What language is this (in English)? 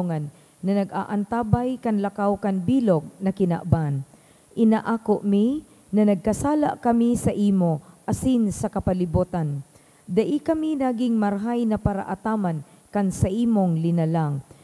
Bikol